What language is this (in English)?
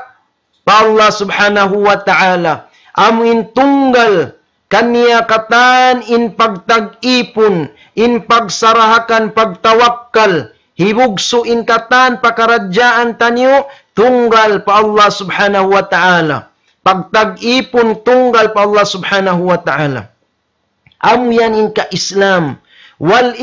Tausug